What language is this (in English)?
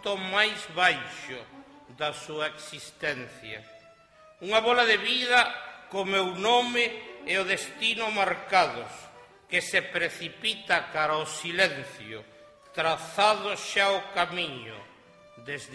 Galician